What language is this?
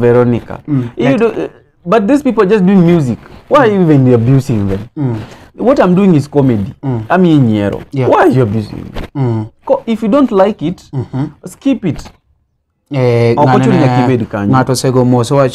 Luo (Kenya and Tanzania)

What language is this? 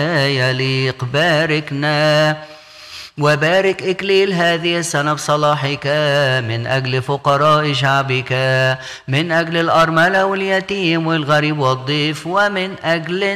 Arabic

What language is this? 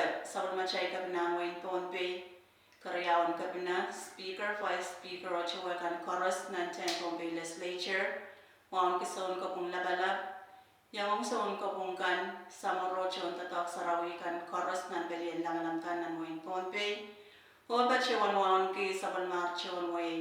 Pohnpeian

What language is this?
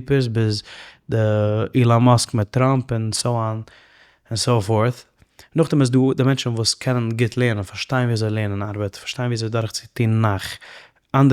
Yiddish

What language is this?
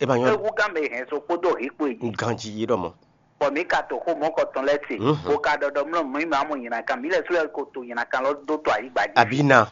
Fon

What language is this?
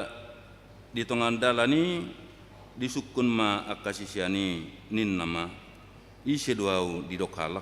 Batak Toba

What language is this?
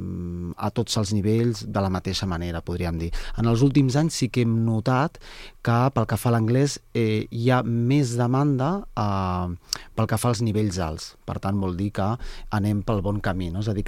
Catalan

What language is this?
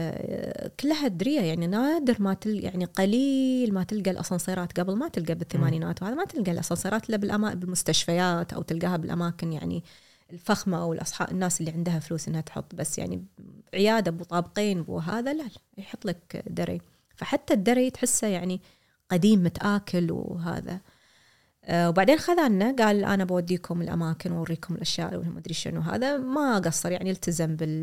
Gulf Arabic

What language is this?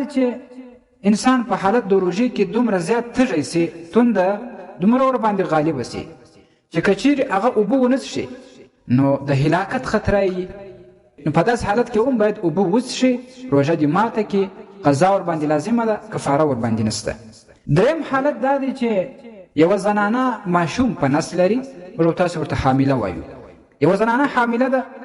Pashto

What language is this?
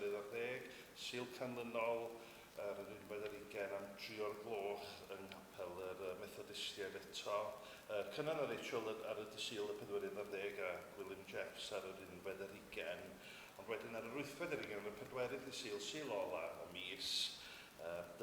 Welsh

